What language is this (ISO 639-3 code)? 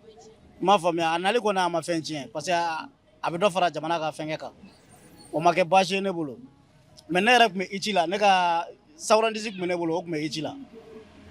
bam